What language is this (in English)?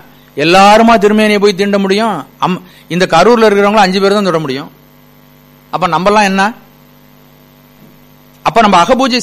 Tamil